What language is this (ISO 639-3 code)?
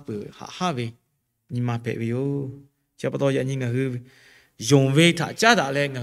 lhu